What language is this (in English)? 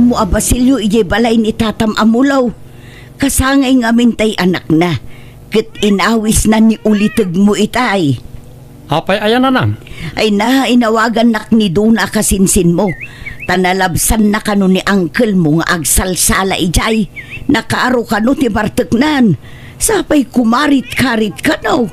Iloko